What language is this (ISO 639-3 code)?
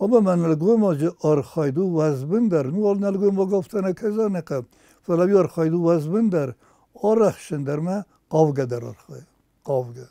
oss